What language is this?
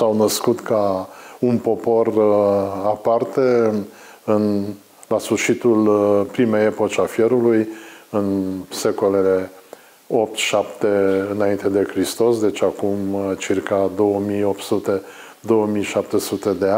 Romanian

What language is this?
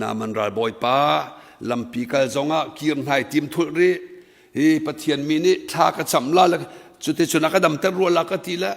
Hakha Chin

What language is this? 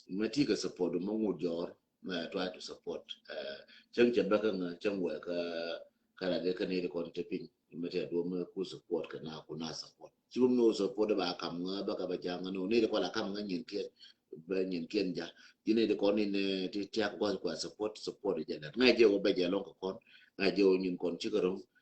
Nuer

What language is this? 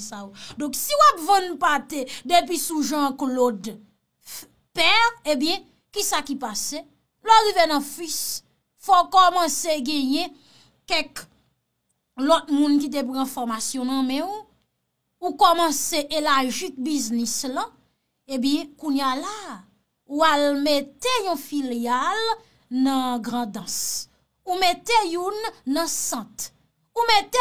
Haitian Creole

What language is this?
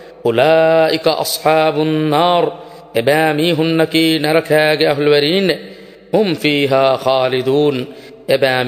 Divehi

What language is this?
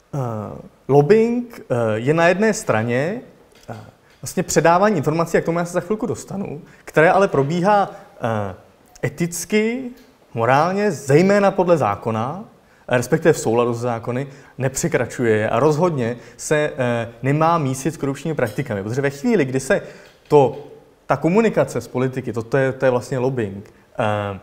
Czech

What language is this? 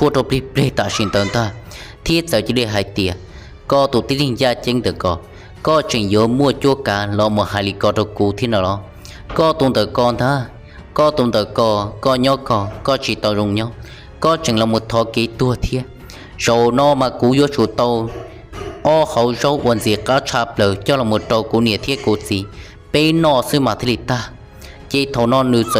Hmong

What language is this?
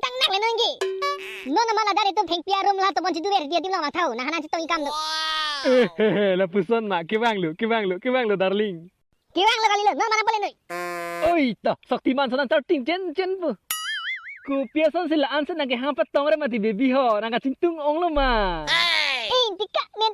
Karbi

